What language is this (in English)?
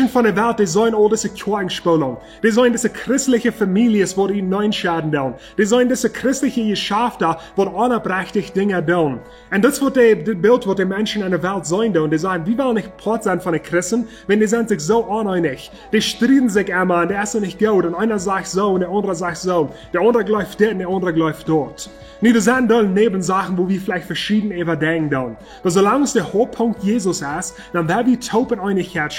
Plautdietsch